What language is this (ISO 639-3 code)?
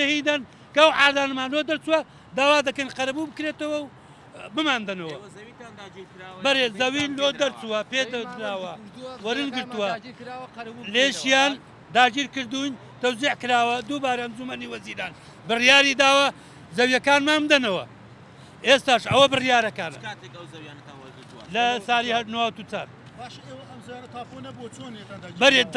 ckb